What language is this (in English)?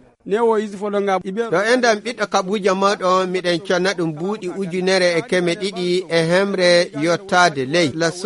Nigerian Fulfulde